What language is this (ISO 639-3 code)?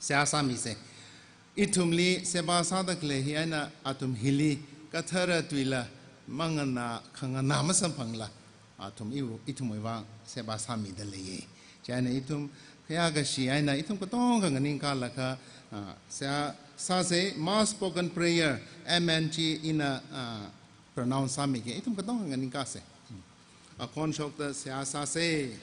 nmf